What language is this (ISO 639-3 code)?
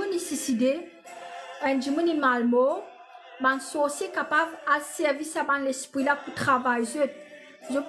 mfe